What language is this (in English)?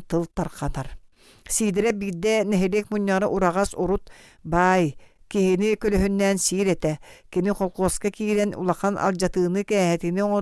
Yakut